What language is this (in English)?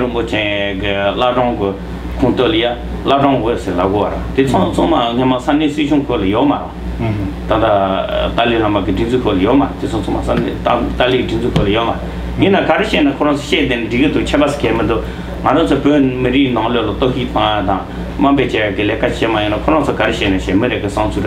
Tibetan